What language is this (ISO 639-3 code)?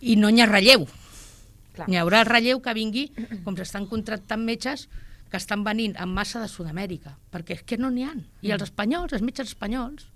cat